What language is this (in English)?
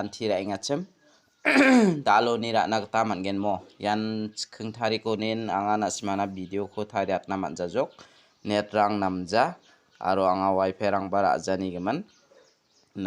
Garo